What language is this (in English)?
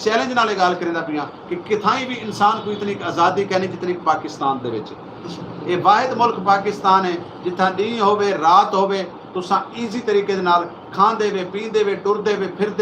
Saraiki